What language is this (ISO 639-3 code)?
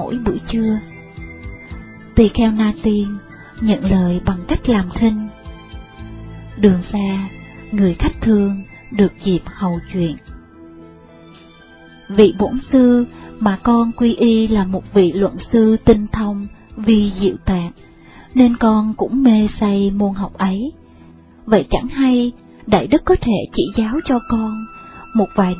vie